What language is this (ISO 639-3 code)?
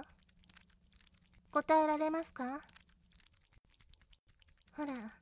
jpn